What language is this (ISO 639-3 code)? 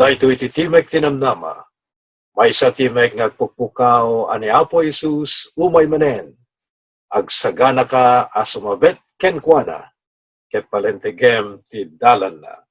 ilo